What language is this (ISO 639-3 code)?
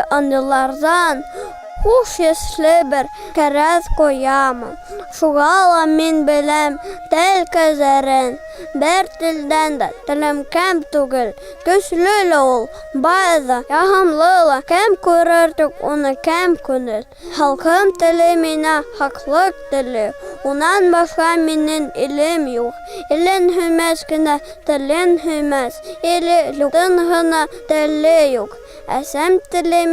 bak